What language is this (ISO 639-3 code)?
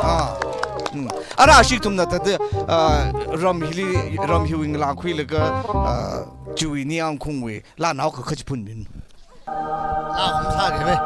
nmf